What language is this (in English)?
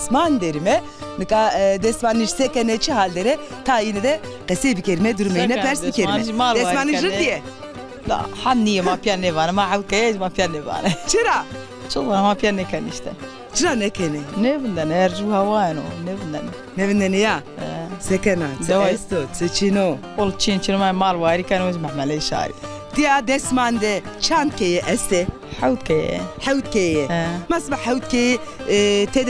Zaza